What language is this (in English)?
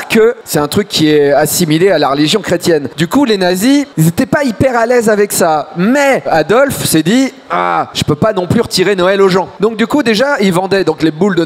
French